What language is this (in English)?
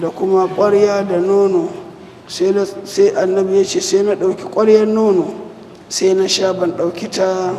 Hausa